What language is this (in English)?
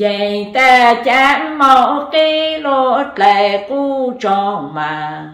Hmong